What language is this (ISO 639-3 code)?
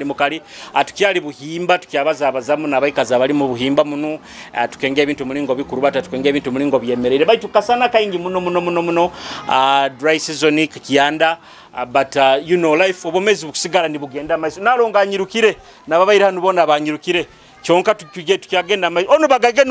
nyo